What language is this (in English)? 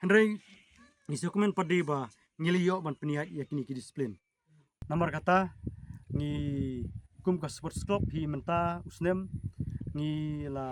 Khasi